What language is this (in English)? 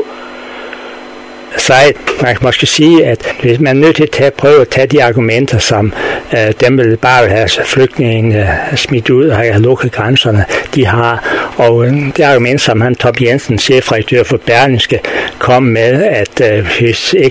Danish